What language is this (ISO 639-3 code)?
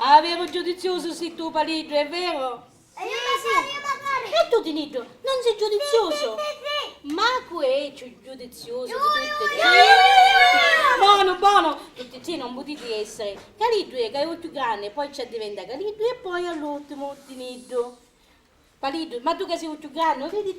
scn